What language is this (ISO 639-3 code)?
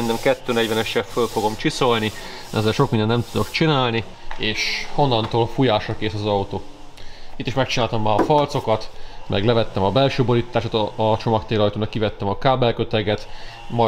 hun